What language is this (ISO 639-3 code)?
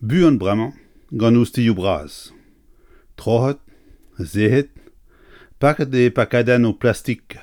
bre